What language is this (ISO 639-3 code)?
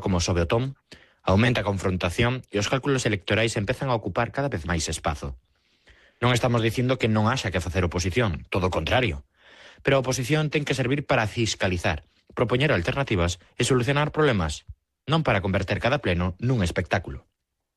glg